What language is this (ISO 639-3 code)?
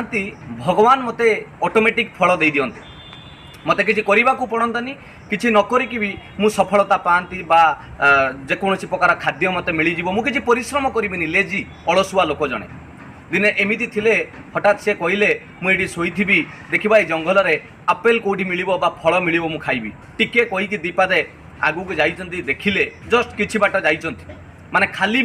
ori